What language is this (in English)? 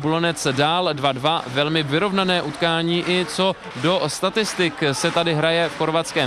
Czech